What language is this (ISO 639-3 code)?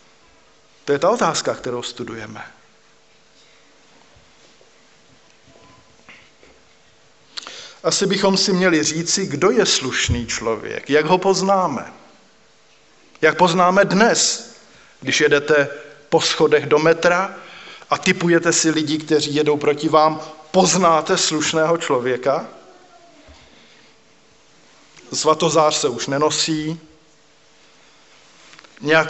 ces